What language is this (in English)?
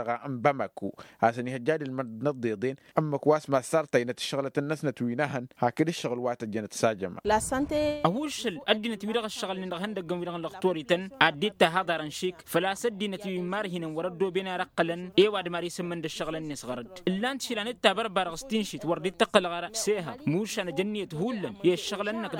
Tamasheq